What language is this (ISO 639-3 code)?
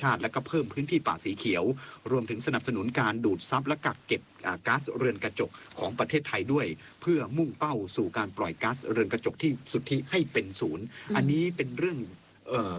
tha